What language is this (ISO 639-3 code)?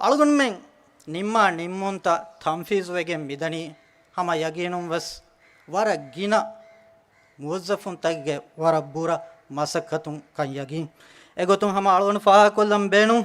div